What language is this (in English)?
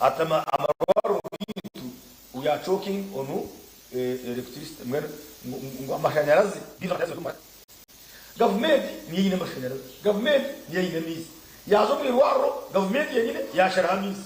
Nyankole